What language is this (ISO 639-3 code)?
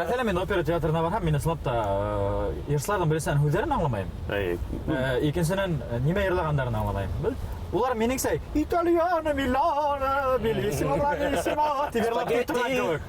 bak